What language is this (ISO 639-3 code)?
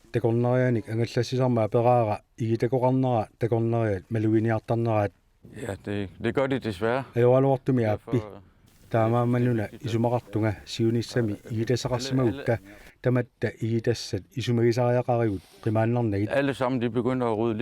kal